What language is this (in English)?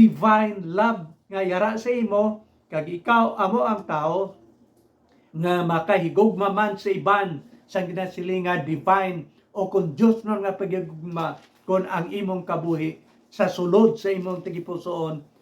Hiligaynon